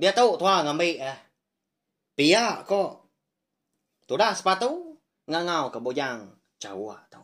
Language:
Iban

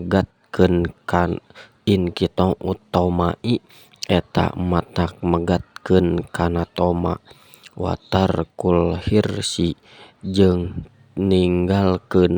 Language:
Sundanese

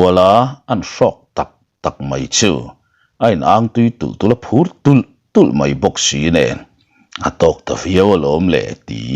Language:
Mizo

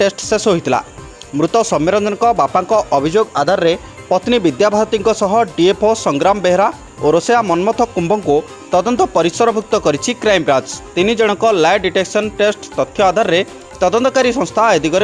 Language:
Odia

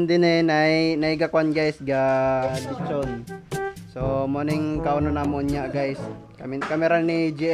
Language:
Cebuano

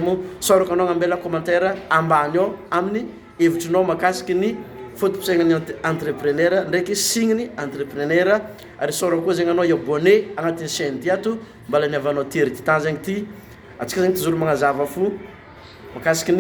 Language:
Malagasy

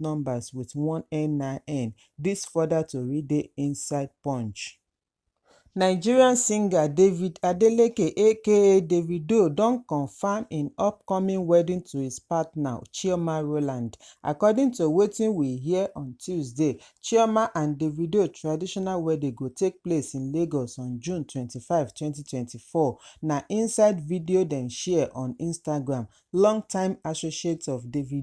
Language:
Nigerian Pidgin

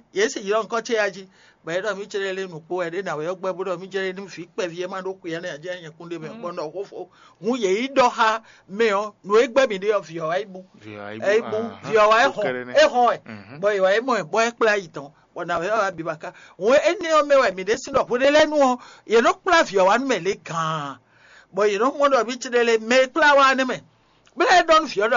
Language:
Fon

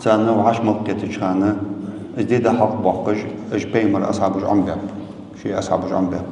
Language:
Ingush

